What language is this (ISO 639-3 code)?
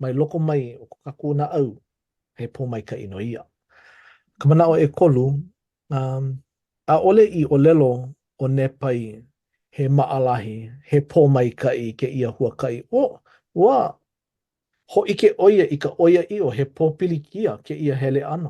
haw